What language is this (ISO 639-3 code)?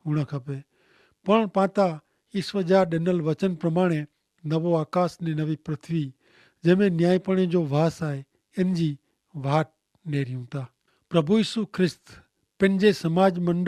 kfr